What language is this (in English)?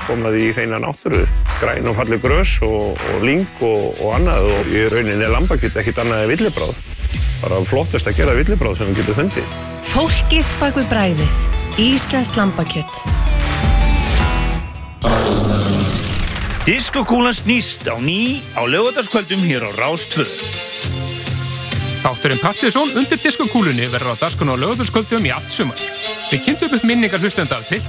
Icelandic